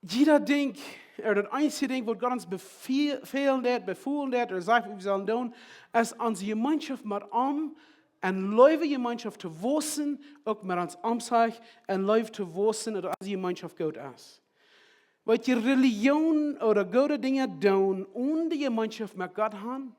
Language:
Plautdietsch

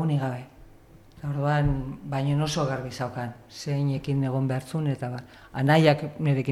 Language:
Basque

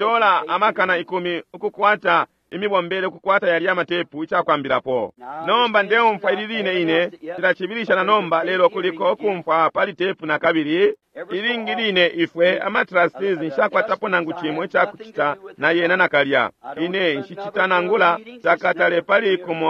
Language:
Bemba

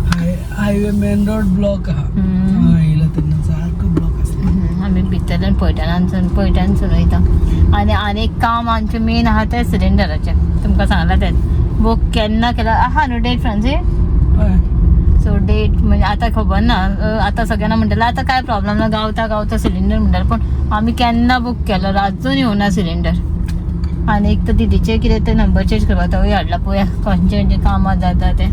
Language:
Konkani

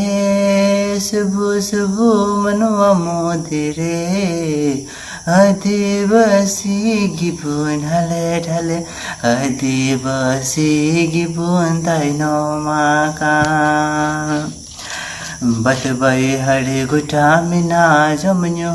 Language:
Santali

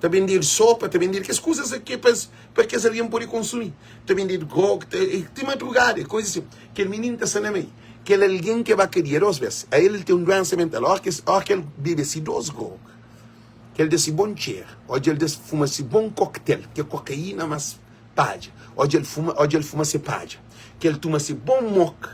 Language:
Kabuverdianu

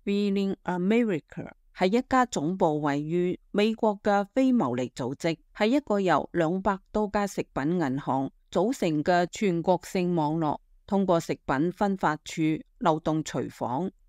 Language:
Cantonese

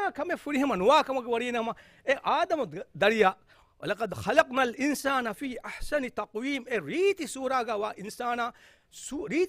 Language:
Divehi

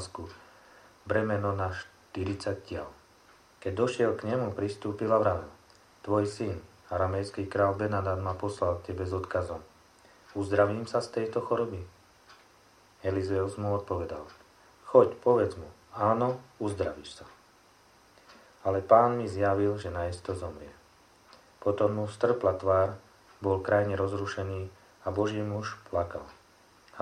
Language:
Slovak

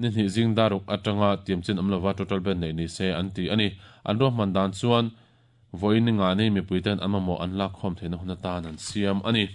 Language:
Mizo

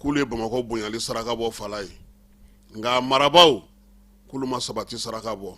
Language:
Bambara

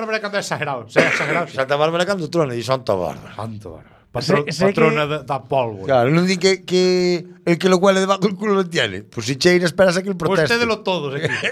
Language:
Galician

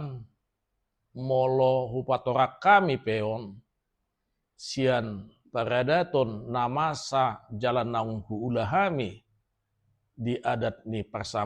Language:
Batak Toba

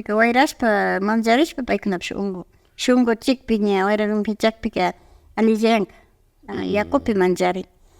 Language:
Imbabura Highland Quichua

